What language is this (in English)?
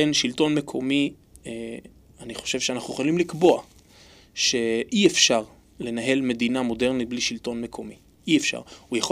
Hebrew